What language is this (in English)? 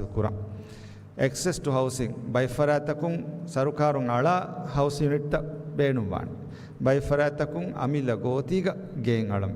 Divehi